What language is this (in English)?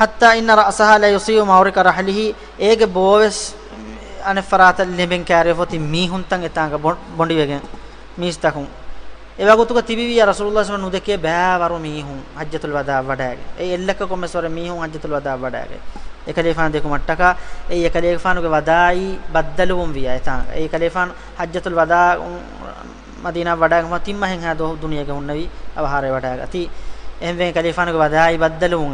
Divehi